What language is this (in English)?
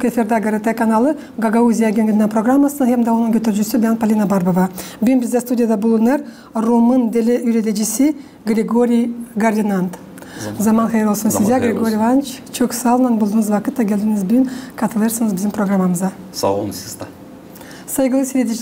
Gagauz